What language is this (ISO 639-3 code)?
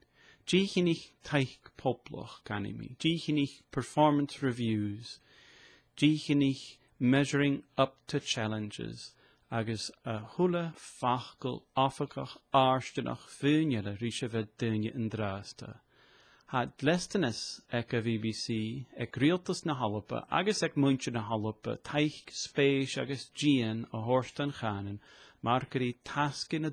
gla